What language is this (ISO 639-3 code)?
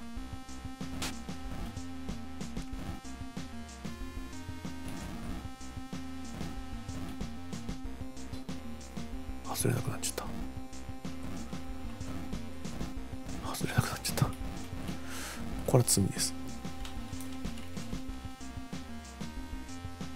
jpn